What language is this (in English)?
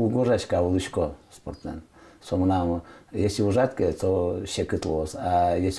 Udmurt